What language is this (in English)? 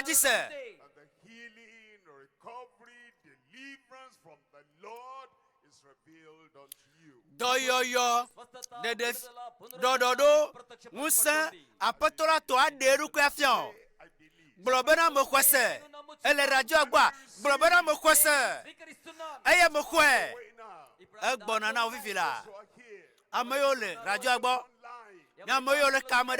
Ewe